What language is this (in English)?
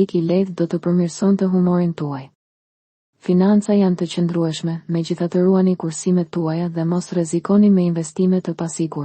Albanian